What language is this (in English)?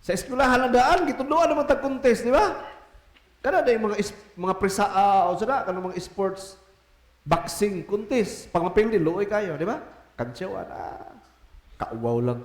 Cebuano